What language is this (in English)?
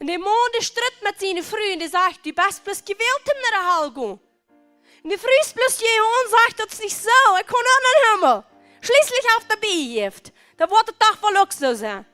Plautdietsch